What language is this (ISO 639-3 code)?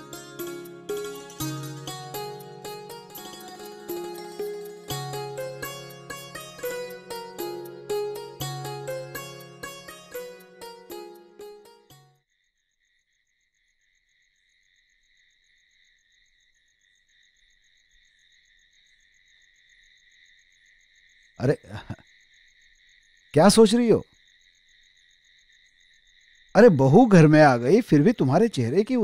hin